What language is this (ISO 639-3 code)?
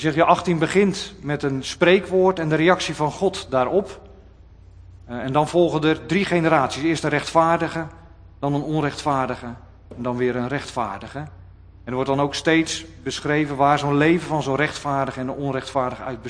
nld